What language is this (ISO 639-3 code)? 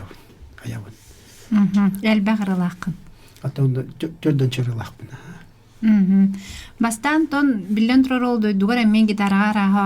sah